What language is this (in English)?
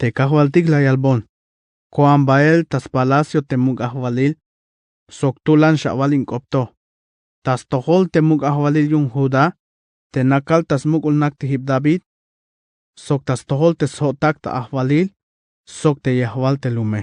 Tzeltal